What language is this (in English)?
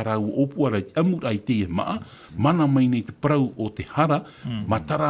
Tahitian